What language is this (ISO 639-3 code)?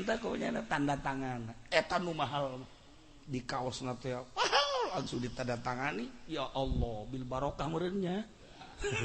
sun